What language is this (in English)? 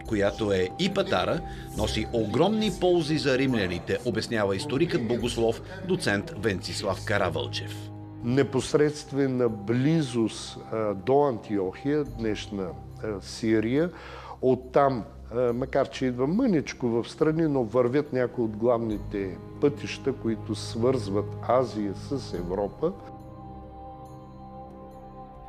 Bulgarian